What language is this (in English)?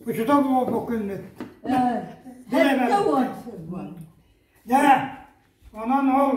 Yakut